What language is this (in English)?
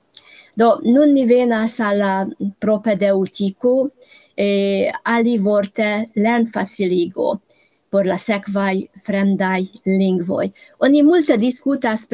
Esperanto